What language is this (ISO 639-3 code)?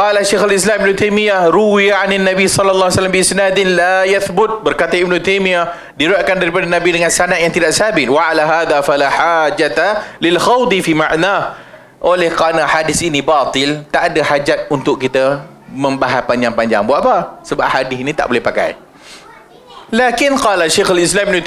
msa